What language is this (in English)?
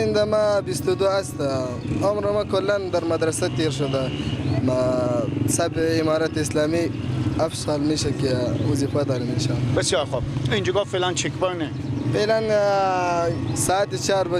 Persian